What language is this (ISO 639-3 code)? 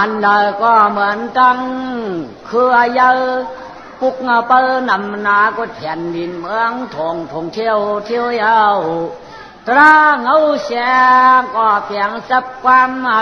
shn